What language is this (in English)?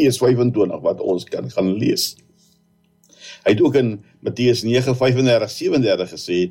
Afrikaans